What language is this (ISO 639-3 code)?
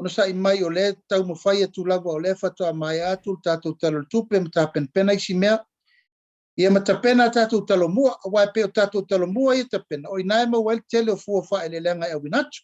smo